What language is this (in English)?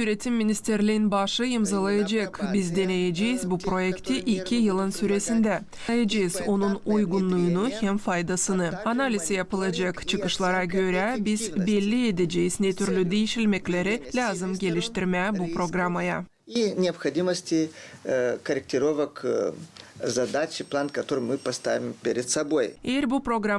Gagauz